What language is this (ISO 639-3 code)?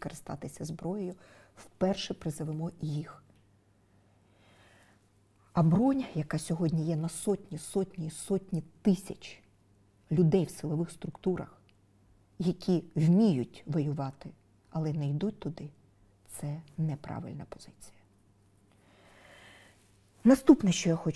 ukr